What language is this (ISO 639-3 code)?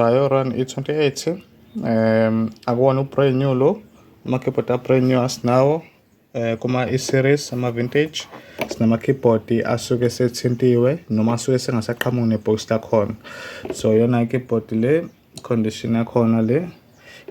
zul